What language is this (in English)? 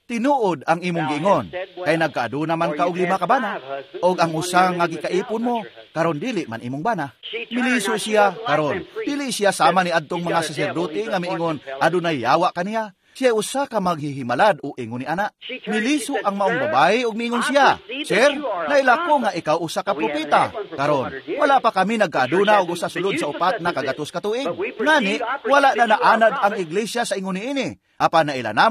Cebuano